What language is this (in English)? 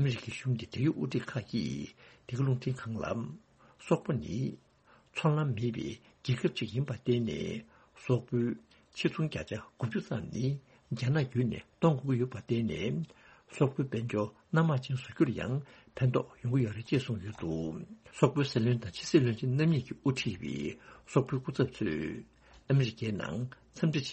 Tibetan